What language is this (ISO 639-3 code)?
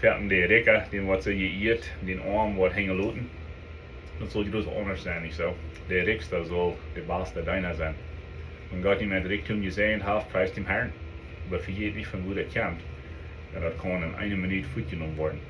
pdt